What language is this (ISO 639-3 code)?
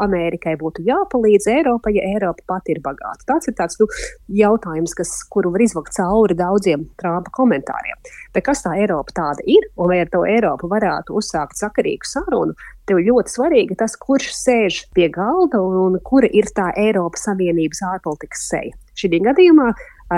lav